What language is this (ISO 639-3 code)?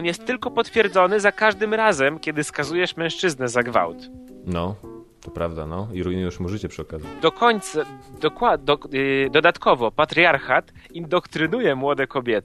pol